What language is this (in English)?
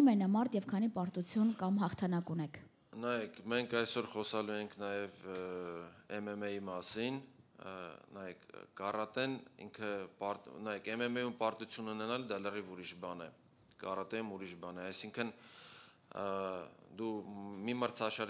Armenian